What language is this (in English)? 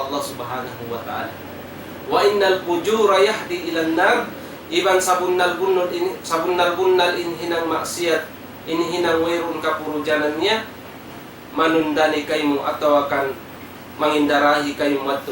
Tausug